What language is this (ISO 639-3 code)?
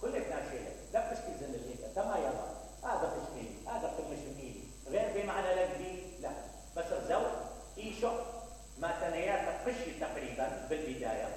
acm